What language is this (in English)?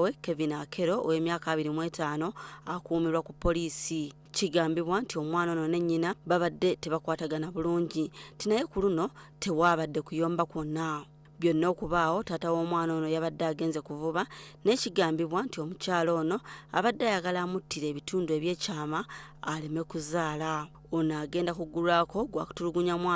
Ganda